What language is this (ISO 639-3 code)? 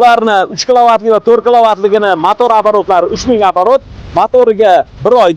uzb